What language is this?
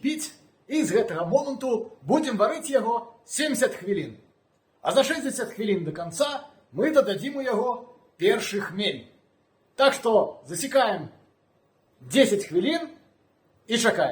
Belarusian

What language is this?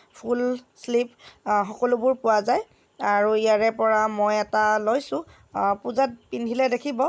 Assamese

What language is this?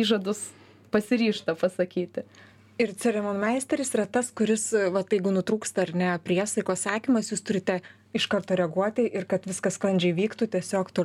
Lithuanian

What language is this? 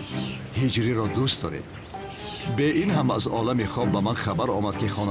Tajik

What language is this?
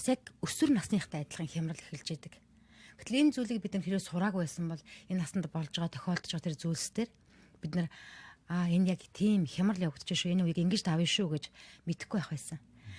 Mongolian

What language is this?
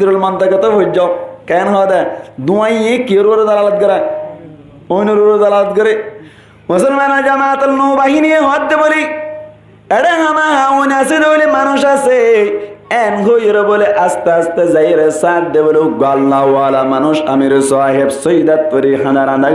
Rohingya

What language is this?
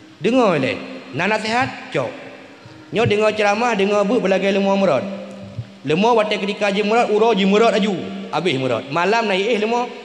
Achinese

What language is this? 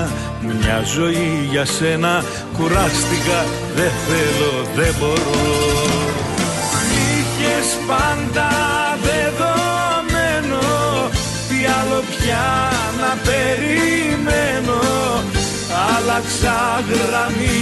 Greek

